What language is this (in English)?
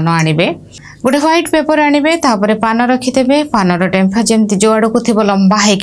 Odia